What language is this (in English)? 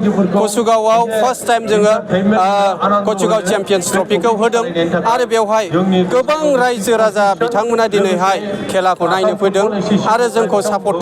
Bodo